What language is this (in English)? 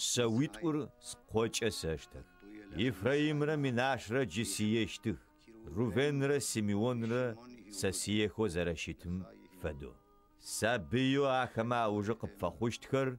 Adyghe